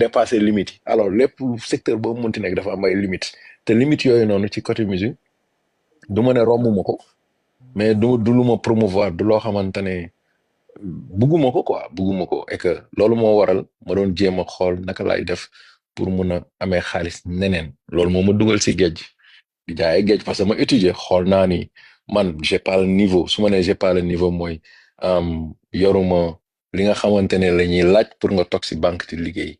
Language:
Wolof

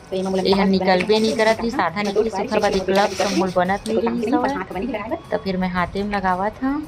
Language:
Chhattisgarhi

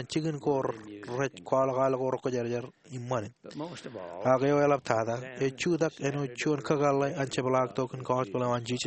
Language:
Marshallese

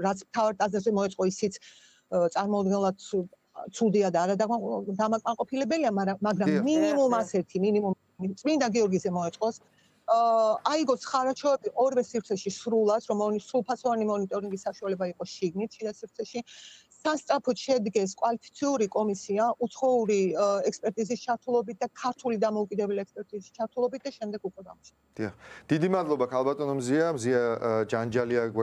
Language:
Georgian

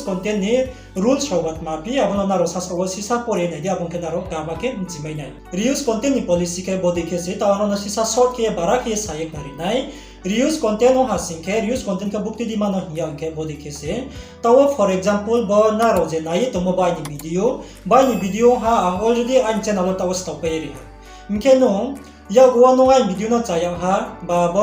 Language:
Riang (India)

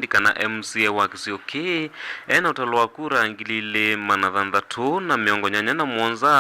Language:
Kamba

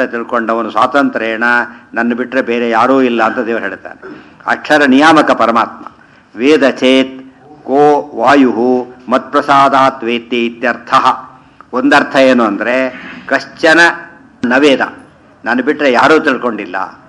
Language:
Kannada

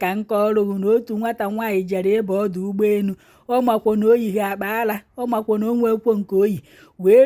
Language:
Igbo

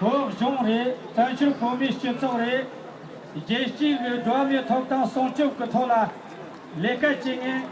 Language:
Tibetan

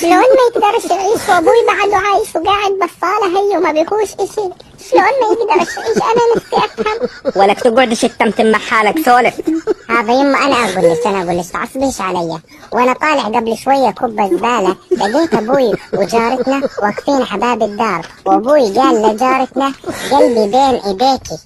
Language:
Egyptian Arabic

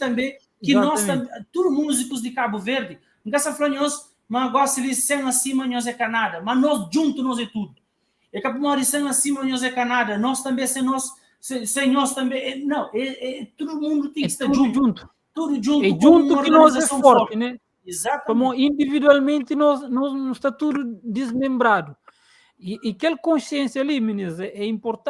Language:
Kabuverdianu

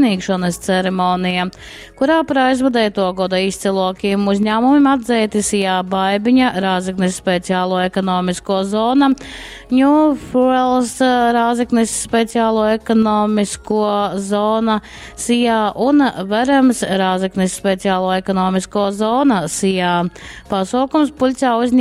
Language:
Latgalian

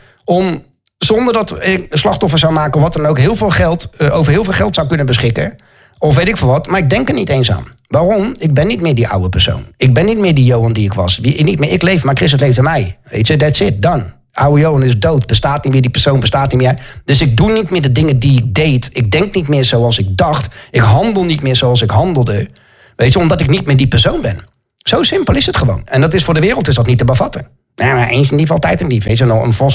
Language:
Dutch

